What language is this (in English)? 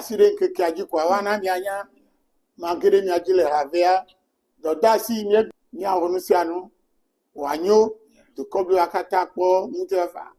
Ewe